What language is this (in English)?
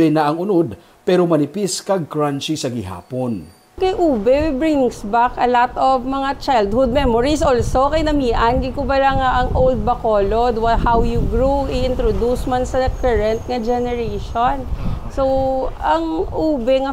Hiligaynon